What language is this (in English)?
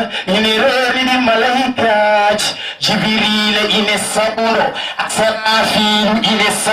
Fula